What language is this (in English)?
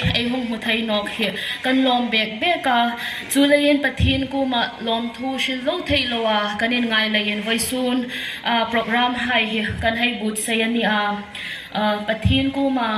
Hmar